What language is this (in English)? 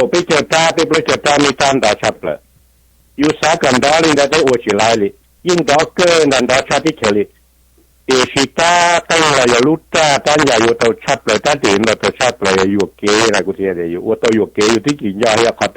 Hmong